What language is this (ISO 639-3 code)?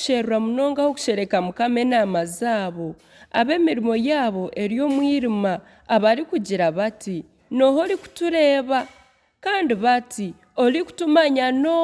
nyn